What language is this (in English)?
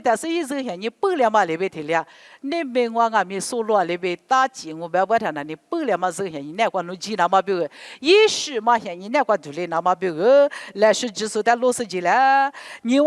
Lisu